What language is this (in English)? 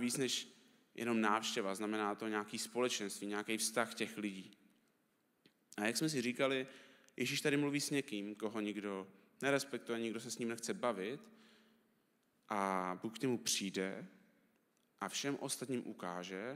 Czech